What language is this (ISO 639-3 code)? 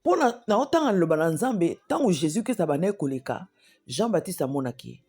lin